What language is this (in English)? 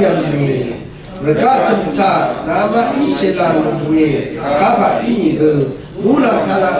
Rawang